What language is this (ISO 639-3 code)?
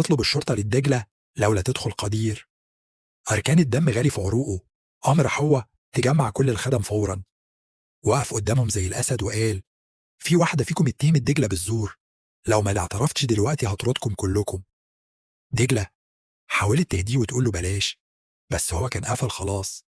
arz